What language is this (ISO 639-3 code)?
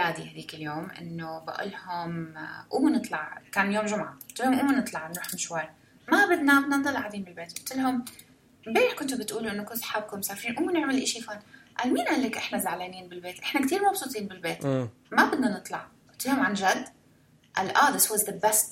apc